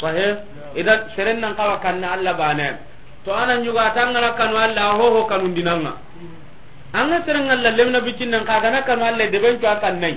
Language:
Soninke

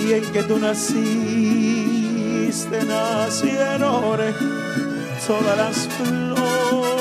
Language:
Spanish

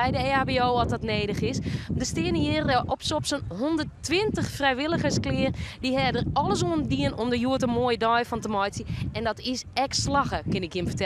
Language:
Western Frisian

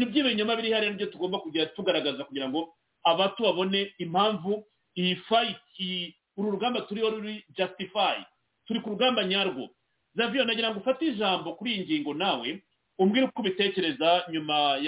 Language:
Kinyarwanda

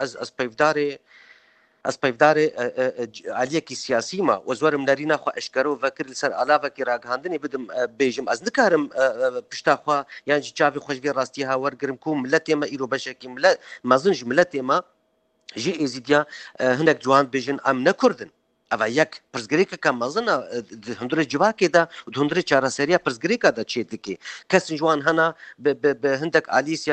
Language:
Kurdish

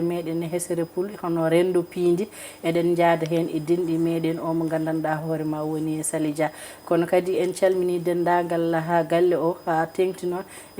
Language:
Fula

